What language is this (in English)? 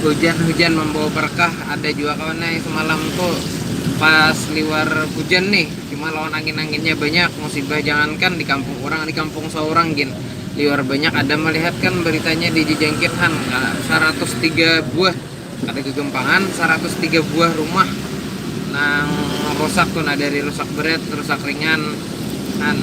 Banjar